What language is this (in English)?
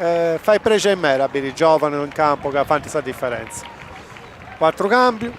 Sardinian